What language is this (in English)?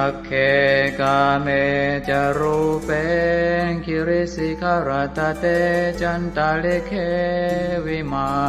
Pali